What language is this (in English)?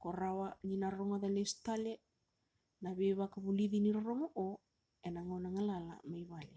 Fijian